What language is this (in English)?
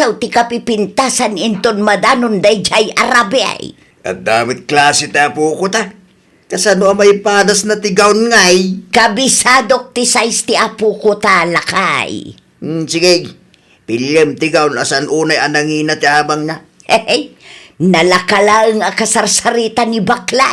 Iloko